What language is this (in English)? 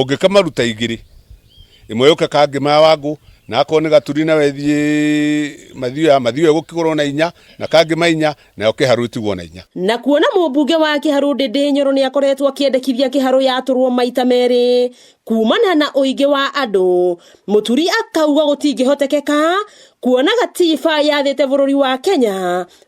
Kikuyu